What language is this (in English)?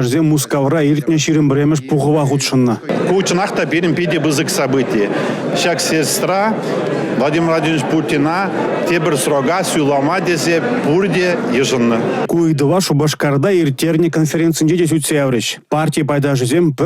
Chuvash